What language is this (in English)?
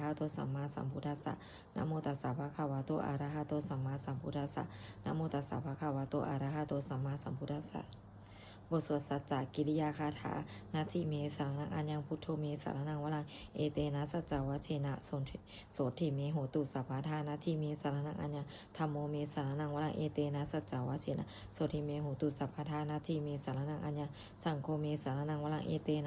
Pali